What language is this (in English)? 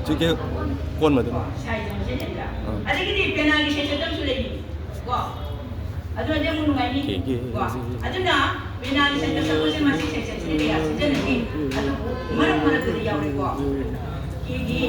Manipuri